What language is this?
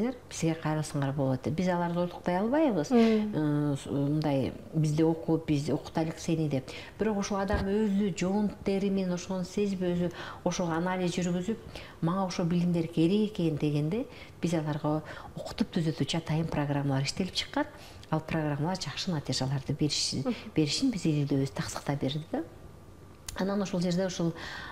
Kyrgyz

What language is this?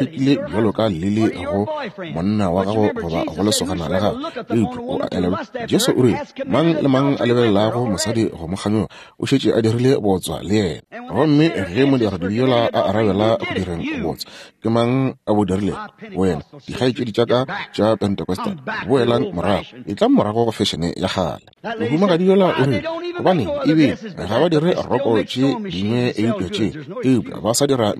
Northern Sotho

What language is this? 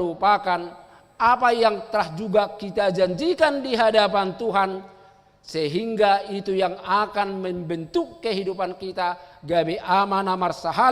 Batak Toba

